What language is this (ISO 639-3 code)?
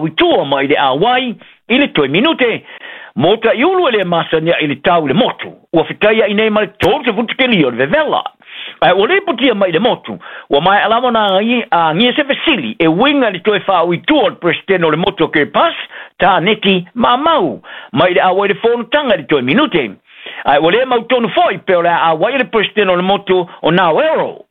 smo